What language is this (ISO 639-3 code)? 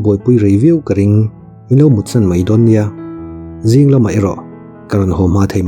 lus